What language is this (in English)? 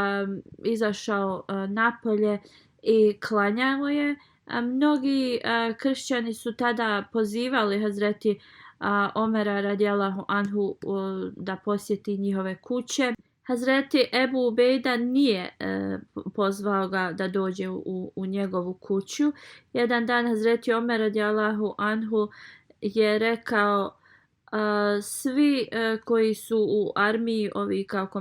Bosnian